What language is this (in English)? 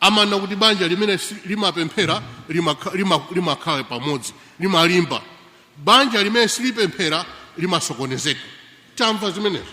Nyanja